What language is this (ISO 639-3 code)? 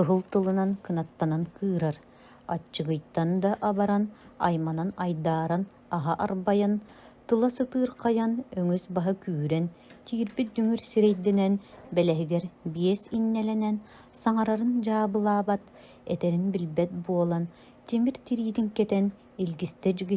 sah